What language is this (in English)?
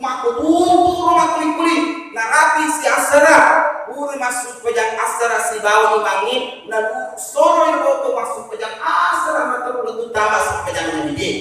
Buginese